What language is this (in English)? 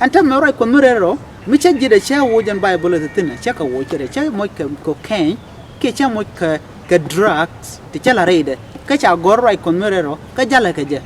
Nuer